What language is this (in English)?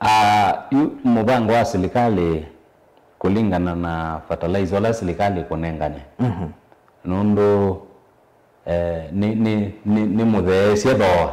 Kamba